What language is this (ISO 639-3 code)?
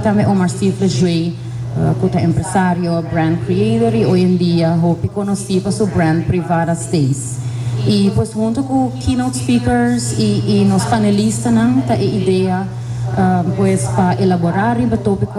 pap